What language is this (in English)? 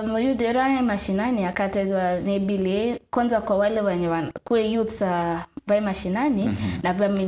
Meru